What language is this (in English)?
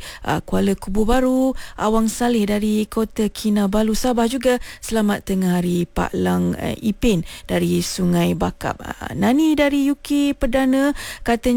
Malay